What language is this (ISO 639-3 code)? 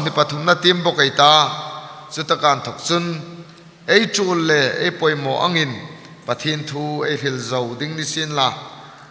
hmr